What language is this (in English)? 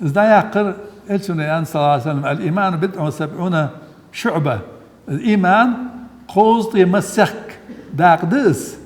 Ingush